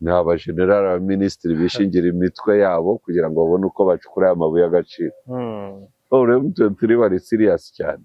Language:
Kinyarwanda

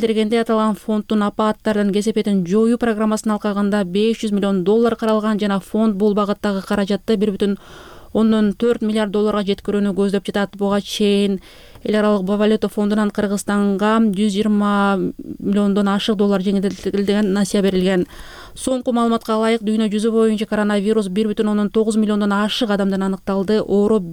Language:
Kyrgyz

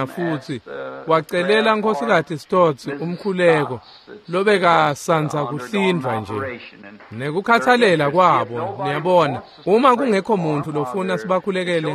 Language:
Swati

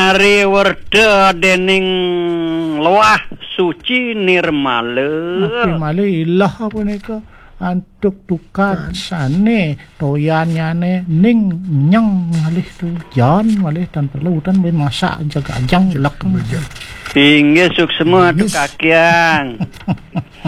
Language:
Balinese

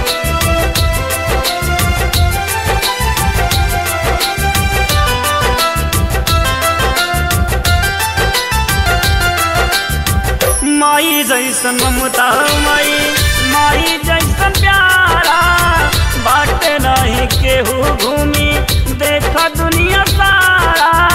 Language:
Bhojpuri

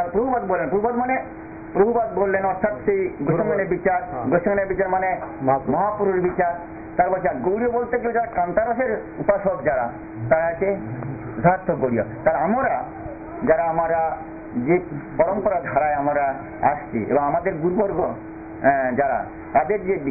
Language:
Bangla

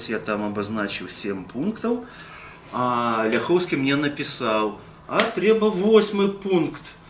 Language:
Belarusian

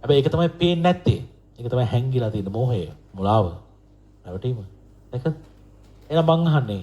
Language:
Sinhala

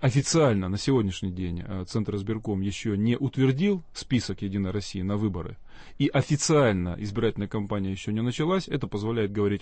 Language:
Russian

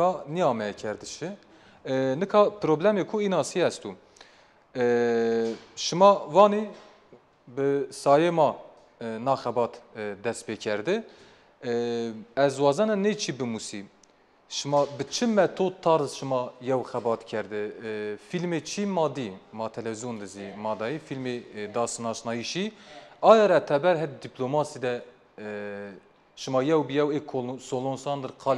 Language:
Zaza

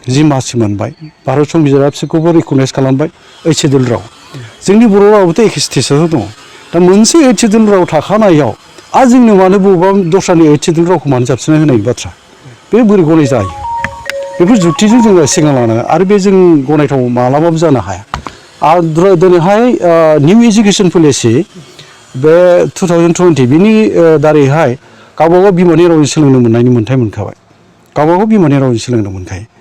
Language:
Bodo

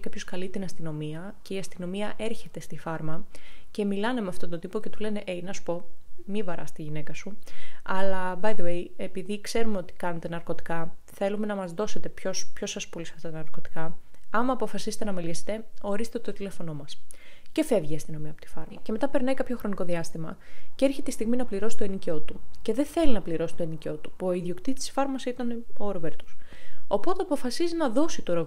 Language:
Greek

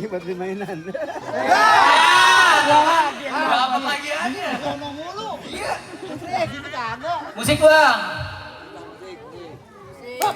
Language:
Betawi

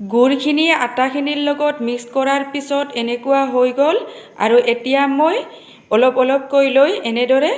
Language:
Assamese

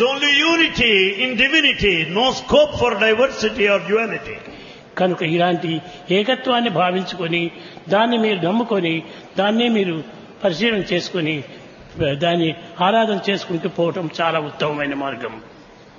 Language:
Telugu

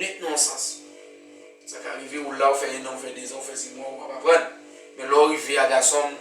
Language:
Haitian Creole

